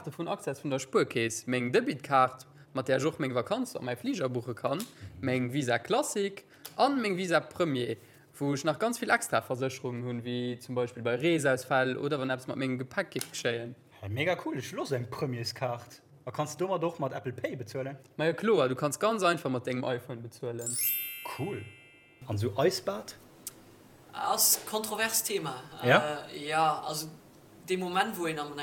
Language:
Luxembourgish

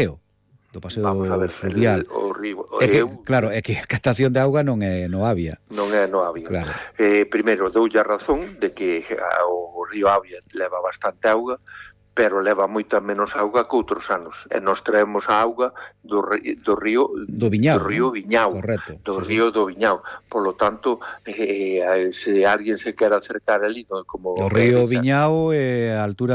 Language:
Galician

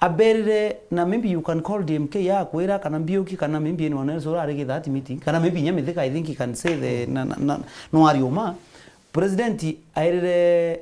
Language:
Meru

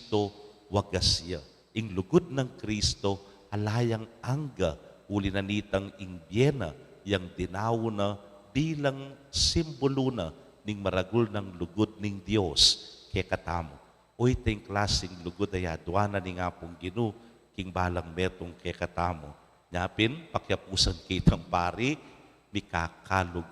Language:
Pampanga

